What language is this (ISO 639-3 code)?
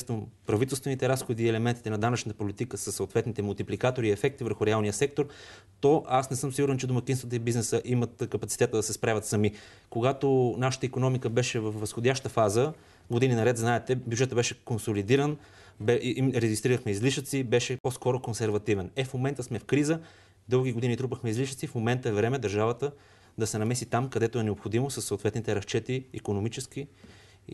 bul